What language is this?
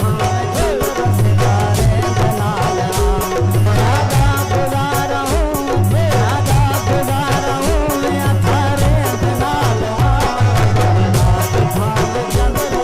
Saraiki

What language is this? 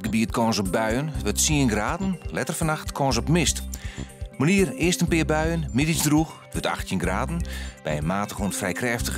Western Frisian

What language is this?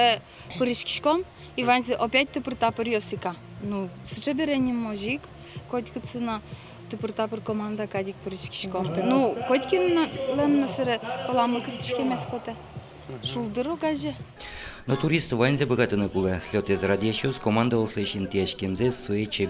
Udmurt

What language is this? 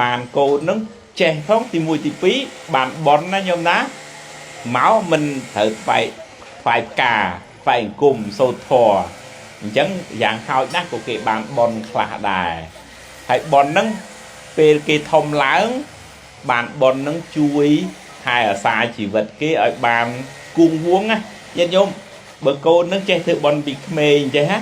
Khmer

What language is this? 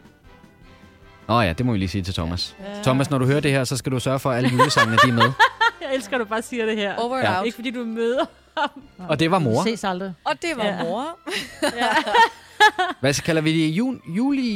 Danish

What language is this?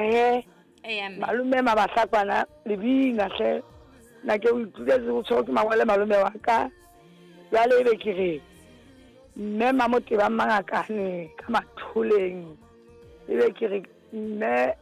Southern Sotho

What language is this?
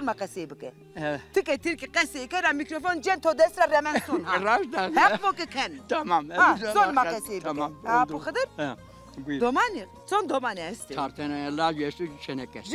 Zaza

